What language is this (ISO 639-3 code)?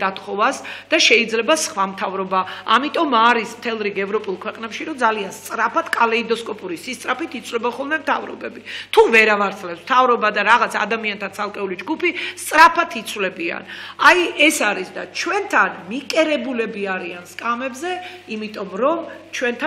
kat